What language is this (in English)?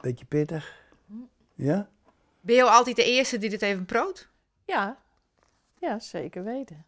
Western Frisian